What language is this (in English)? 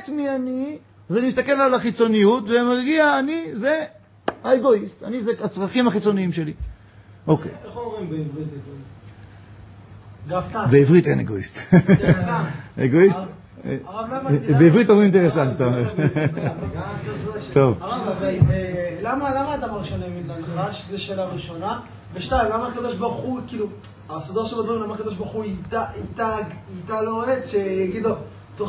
Hebrew